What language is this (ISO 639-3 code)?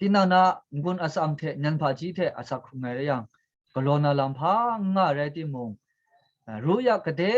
kac